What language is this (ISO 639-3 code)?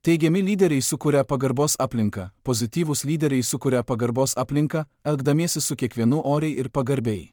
lit